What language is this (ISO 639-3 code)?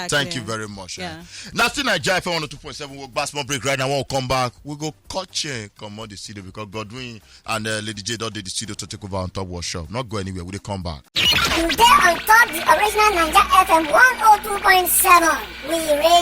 pcm